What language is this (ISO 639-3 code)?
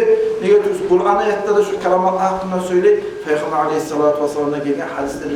kum